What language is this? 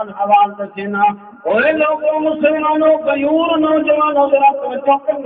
Saraiki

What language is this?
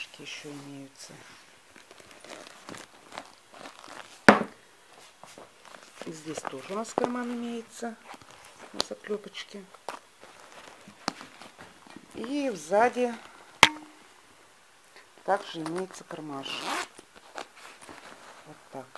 Russian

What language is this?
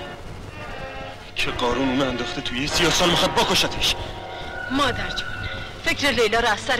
Persian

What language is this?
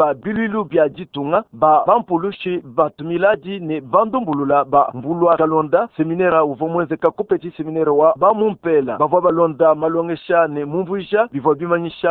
Luba-Lulua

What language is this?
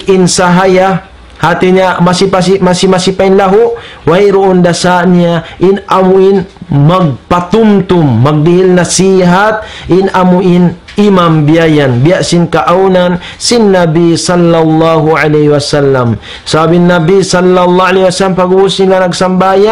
Tausug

